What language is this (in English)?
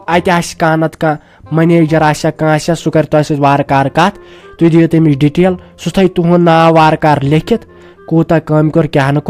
Kashmiri